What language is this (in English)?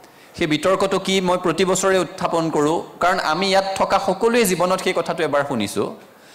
Assamese